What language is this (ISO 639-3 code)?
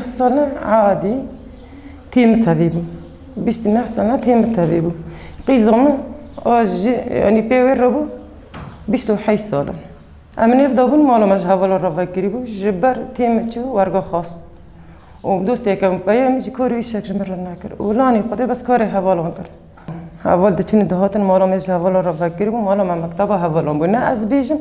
kur